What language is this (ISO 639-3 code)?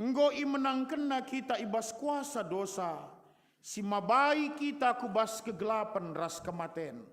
btx